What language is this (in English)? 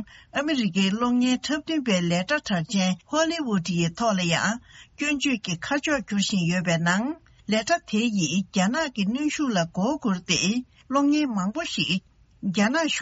Tibetan